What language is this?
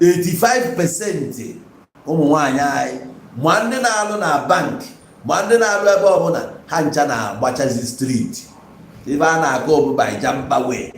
Igbo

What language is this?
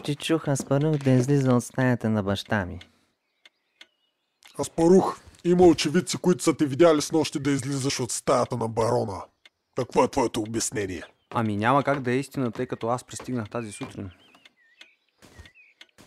Bulgarian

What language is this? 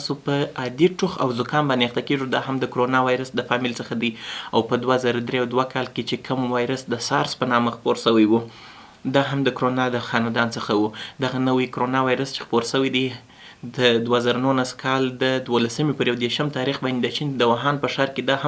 Pashto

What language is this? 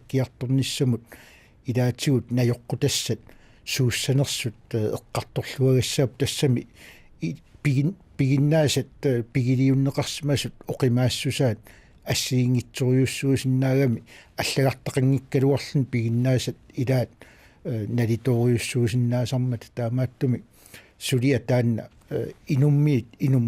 Kalaallisut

